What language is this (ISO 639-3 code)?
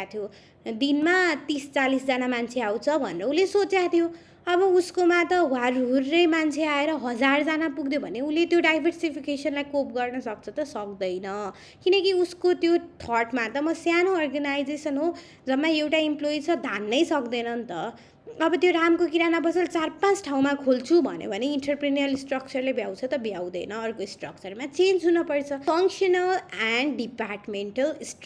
nep